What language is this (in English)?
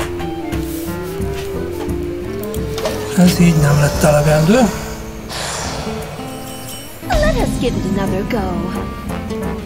Hungarian